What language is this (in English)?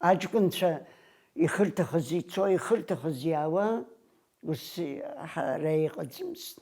Abkhazian